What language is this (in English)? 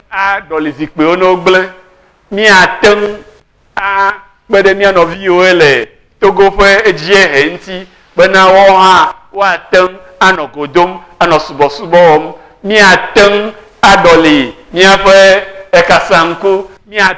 Ewe